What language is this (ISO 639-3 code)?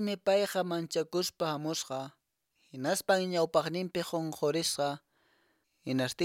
que